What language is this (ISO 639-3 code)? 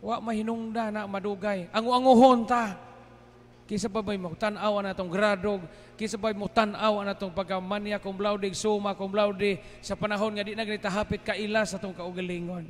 ceb